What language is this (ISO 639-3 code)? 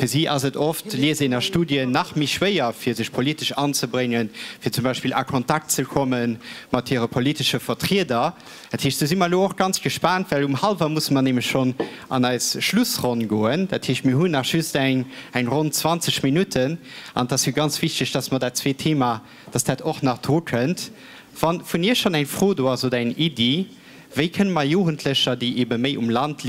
ltz